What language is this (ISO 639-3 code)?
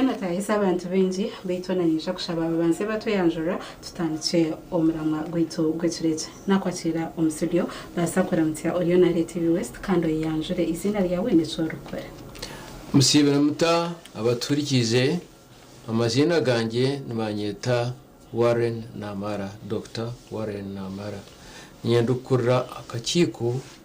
nyn